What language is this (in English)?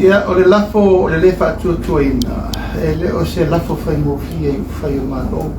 Samoan